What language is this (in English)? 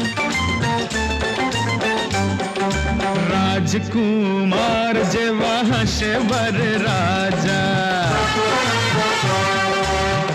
Gujarati